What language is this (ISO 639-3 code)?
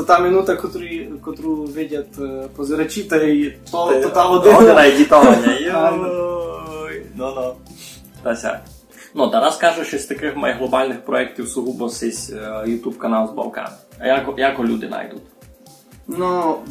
rue